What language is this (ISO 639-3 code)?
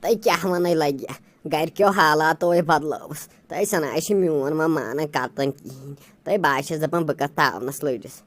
kas